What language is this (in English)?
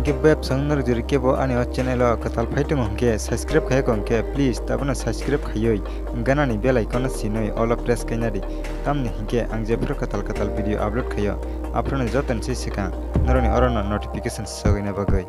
Kok Borok